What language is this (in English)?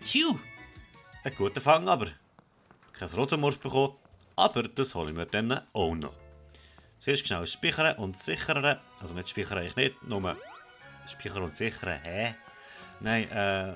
Swiss German